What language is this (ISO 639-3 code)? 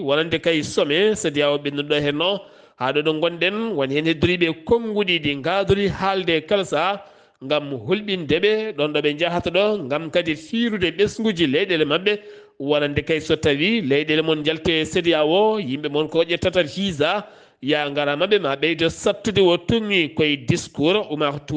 ful